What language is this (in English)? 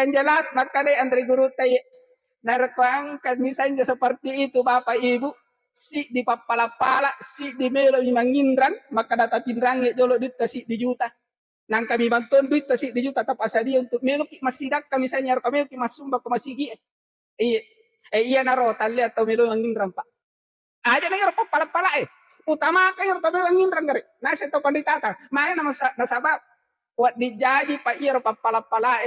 Buginese